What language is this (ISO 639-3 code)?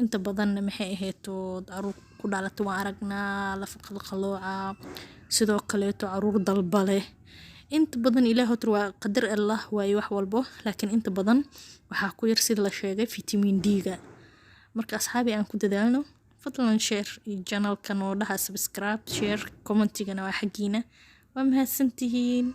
som